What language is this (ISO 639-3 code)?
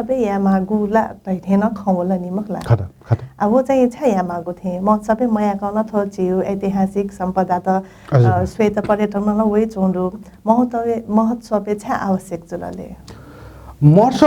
new